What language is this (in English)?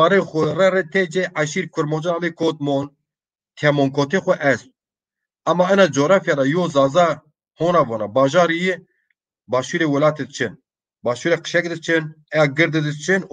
Zaza